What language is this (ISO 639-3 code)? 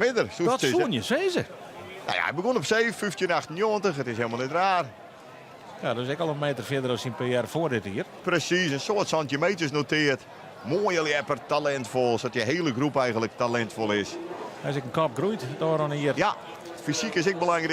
fry